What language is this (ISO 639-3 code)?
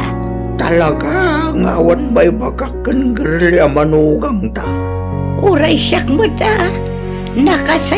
ilo